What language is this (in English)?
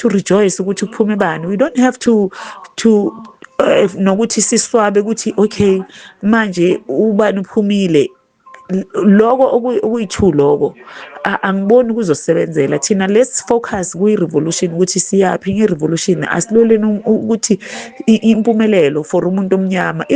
Zulu